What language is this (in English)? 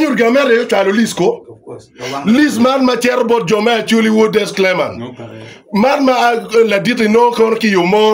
Acoli